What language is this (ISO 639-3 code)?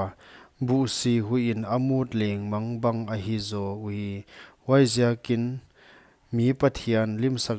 pck